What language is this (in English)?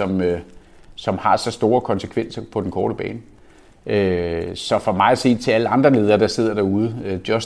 Danish